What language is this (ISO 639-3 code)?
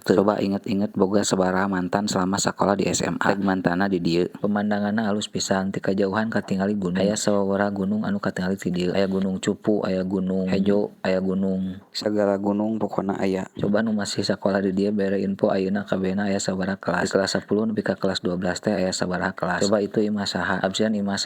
sun